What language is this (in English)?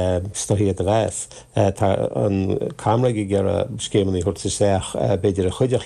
Irish